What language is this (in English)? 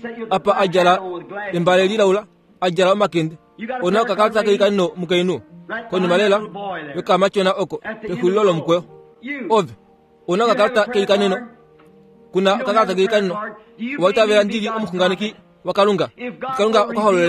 Kuanyama